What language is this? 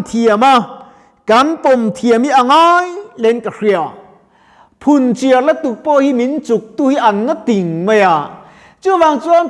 Mizo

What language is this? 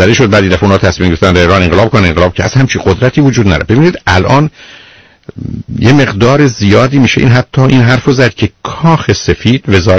Persian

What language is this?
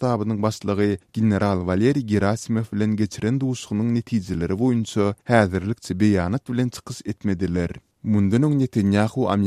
Turkmen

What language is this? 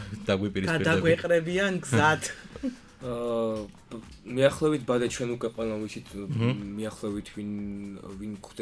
Georgian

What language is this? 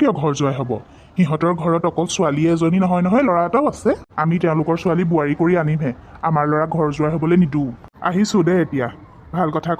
Assamese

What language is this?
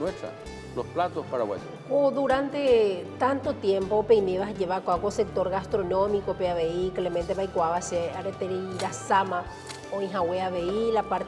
Guarani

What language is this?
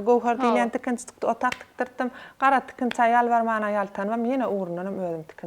Turkmen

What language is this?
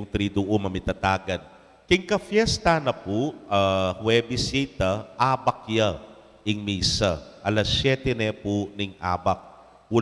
Pampanga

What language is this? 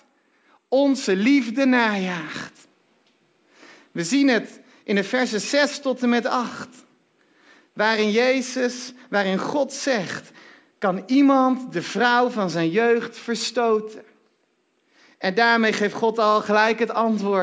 Dutch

